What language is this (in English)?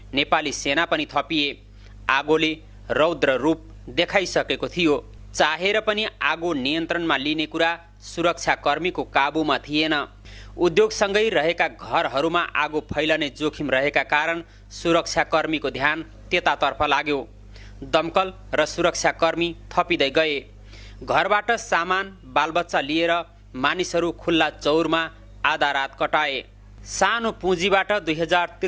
Nepali